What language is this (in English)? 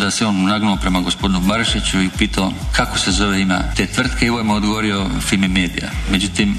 Croatian